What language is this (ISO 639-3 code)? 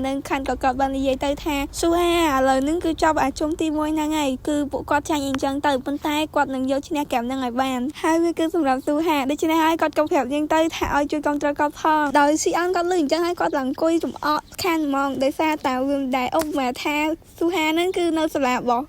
khm